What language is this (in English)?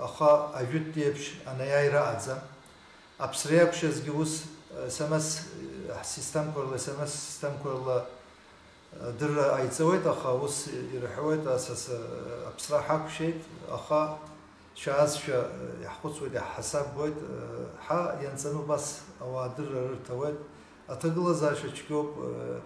Abkhazian